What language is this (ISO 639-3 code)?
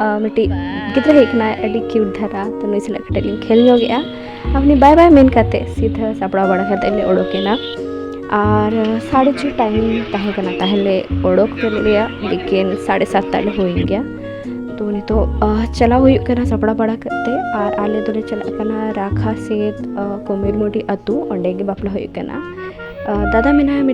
sat